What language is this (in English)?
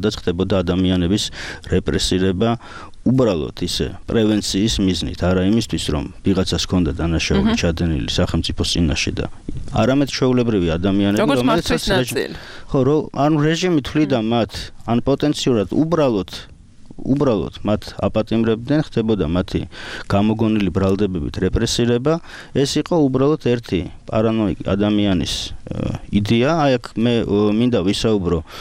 Georgian